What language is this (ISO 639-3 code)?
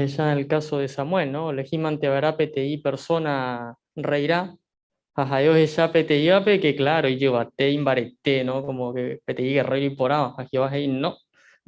grn